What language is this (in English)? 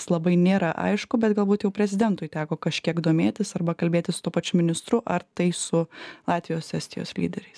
Lithuanian